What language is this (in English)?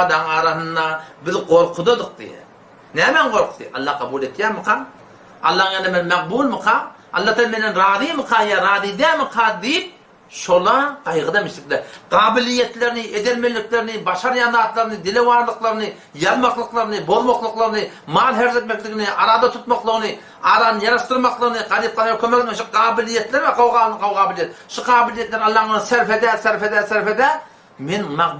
Turkmen